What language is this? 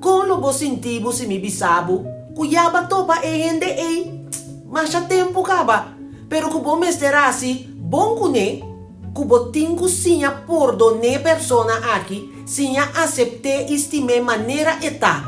Papiamento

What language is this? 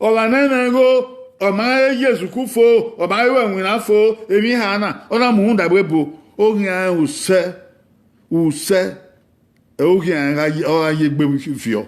Bini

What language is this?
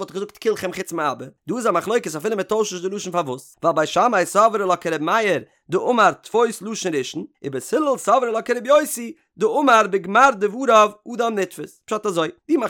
Yiddish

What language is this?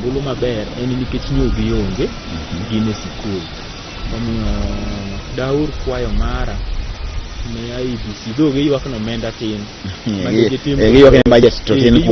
Luo (Kenya and Tanzania)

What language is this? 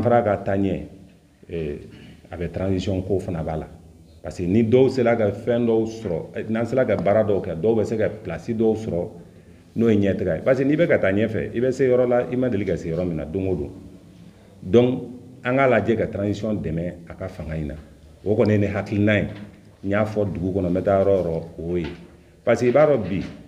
Bambara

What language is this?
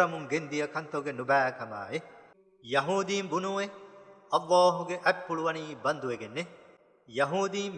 Divehi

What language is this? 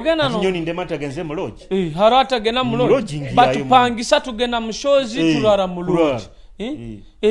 Nyoro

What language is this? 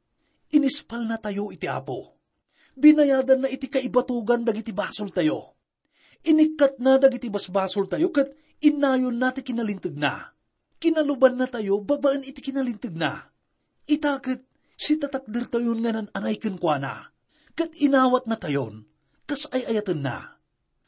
Iloko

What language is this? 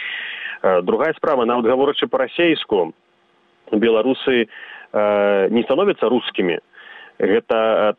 Belarusian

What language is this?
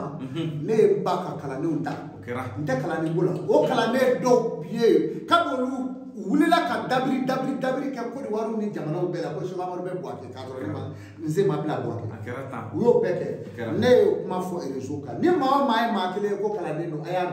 Bambara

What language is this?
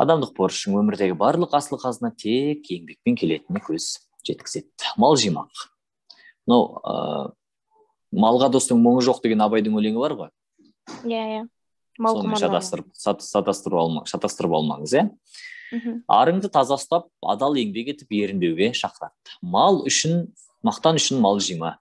Kazakh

